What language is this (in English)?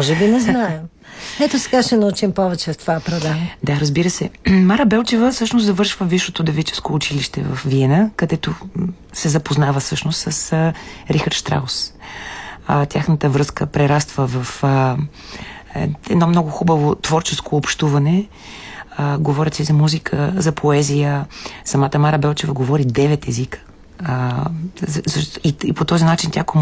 Bulgarian